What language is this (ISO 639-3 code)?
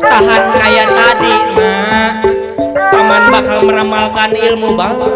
bew